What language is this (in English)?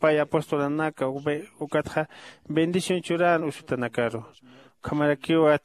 Aymara